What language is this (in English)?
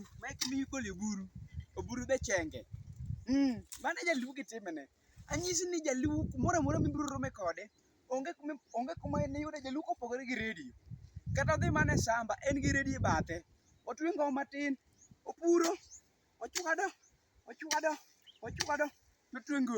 Luo (Kenya and Tanzania)